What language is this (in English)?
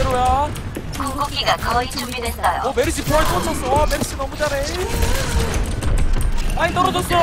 Korean